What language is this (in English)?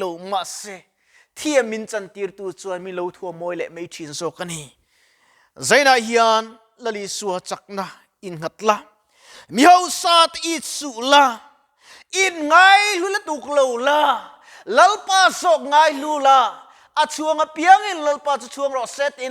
Mizo